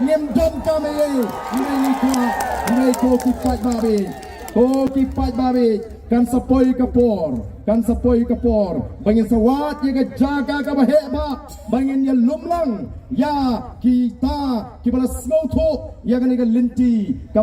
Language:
Khasi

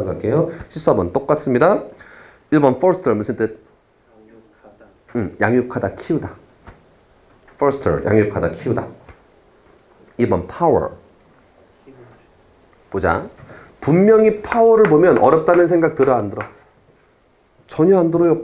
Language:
Korean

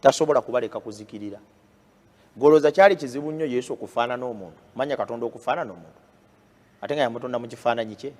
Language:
Ganda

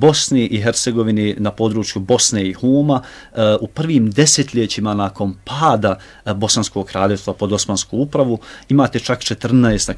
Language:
Bosnian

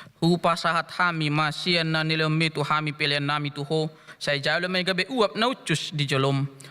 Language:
Batak Toba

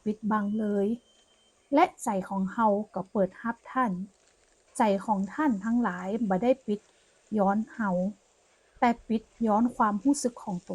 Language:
Northern Thai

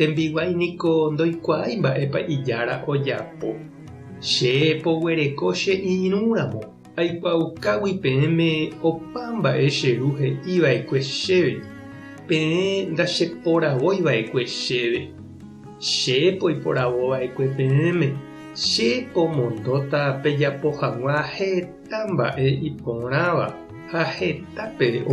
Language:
Guarani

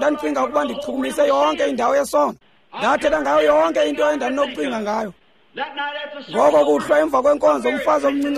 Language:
Xhosa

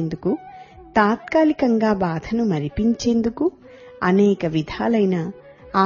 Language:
Telugu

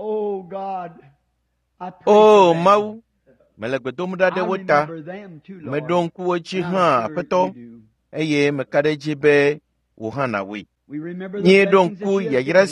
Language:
Ewe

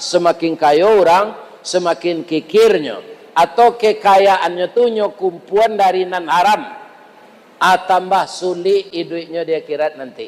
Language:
Minangkabau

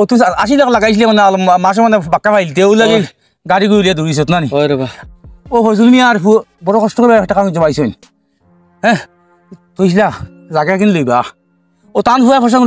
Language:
Sylheti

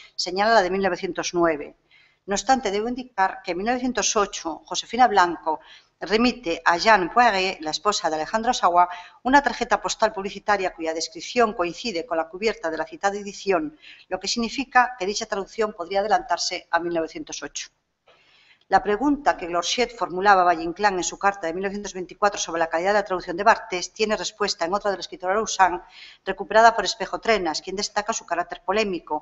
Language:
Spanish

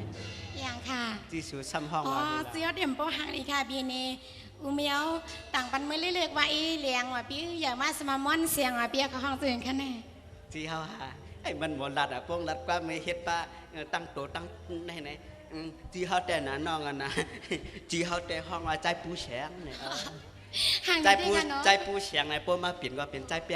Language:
Shan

